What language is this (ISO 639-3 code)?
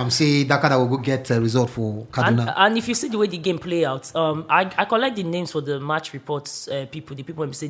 pcm